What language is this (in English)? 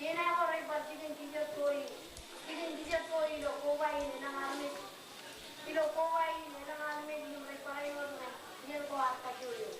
Marshallese